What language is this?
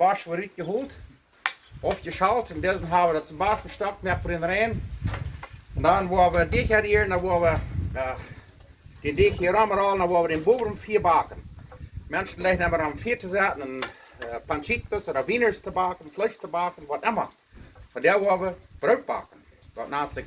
Plautdietsch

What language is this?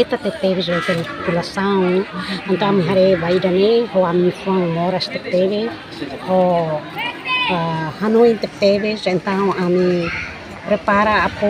Tetum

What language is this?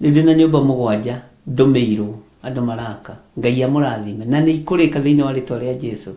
Kikuyu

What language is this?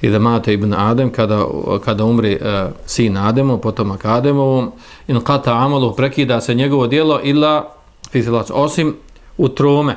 Bosnian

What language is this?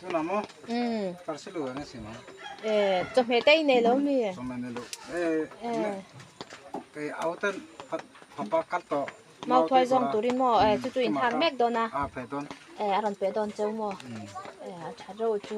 Mizo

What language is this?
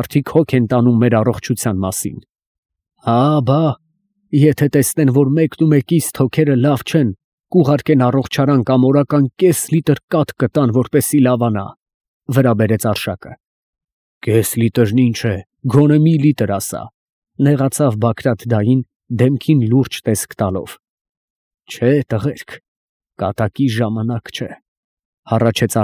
Armenian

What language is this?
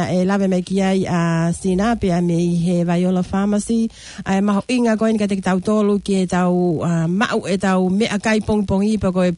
Tongan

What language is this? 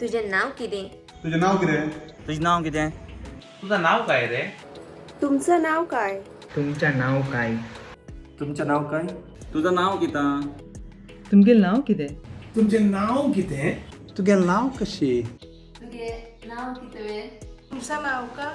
Konkani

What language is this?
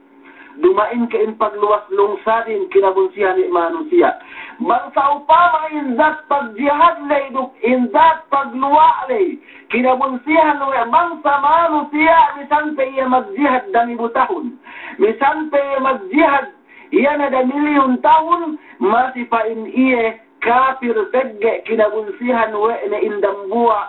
Yakan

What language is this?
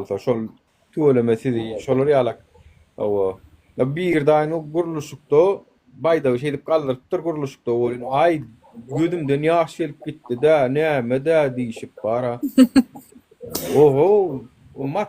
Turkmen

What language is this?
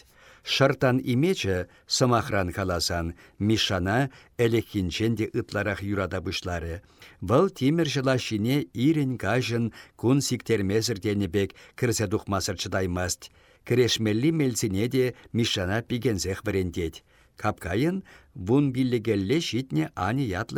Chuvash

